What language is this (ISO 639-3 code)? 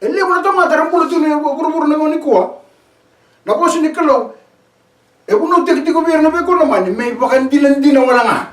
fij